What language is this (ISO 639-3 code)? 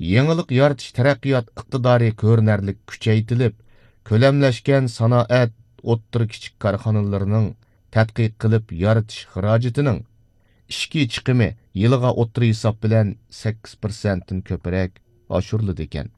uig